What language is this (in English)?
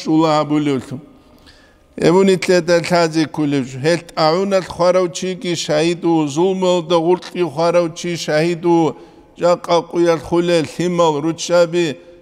Avaric